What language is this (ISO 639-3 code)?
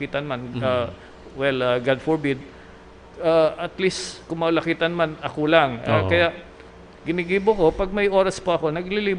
bik